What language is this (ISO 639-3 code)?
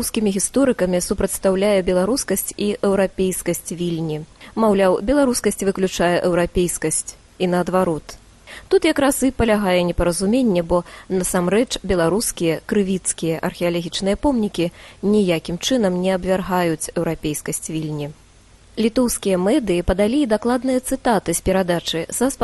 bel